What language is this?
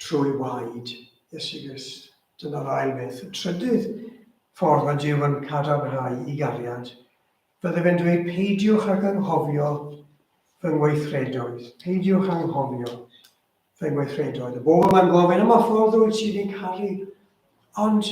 Welsh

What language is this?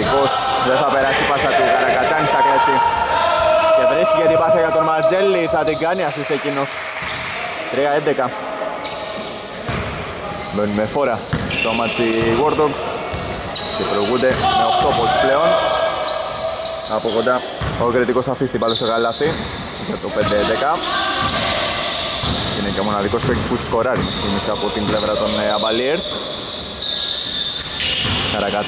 Greek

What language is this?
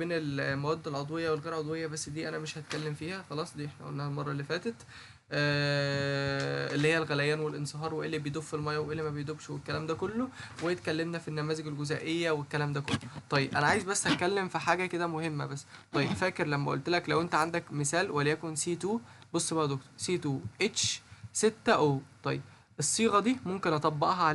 Egyptian Arabic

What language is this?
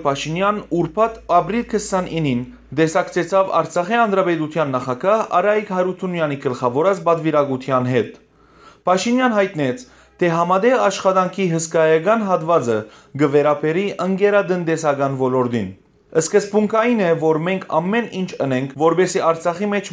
Western Armenian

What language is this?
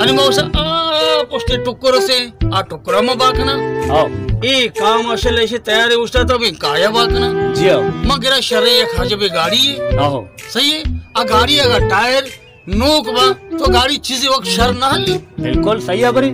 Baluchi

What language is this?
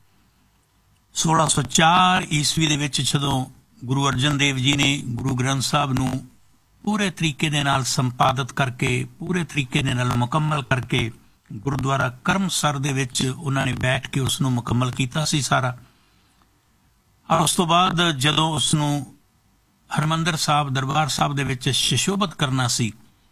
Punjabi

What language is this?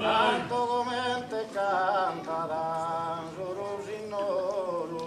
Sardinian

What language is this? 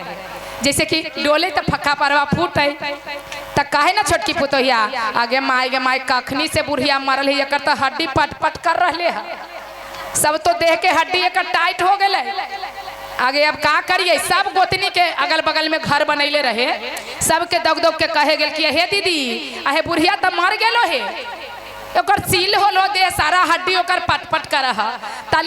Magahi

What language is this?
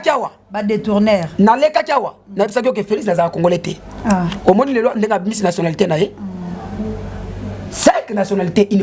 Lingala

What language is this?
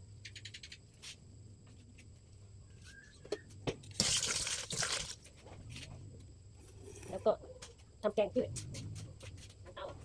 Lao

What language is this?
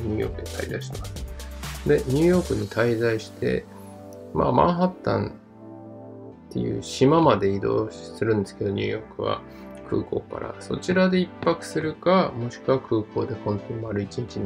Japanese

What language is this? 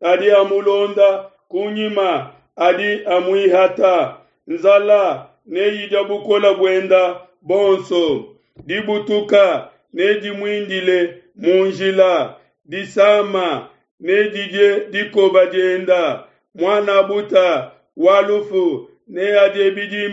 Luba-Lulua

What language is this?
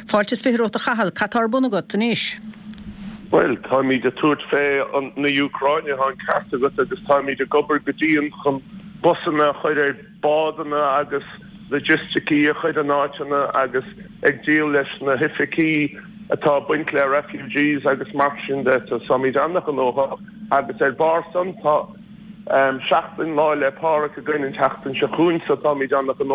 Irish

